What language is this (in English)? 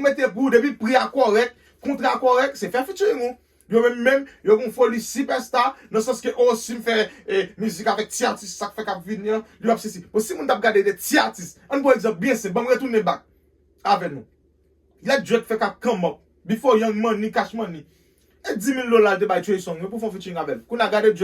Haitian Creole